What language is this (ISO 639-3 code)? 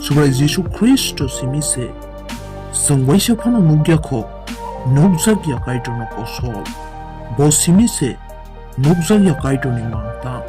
trp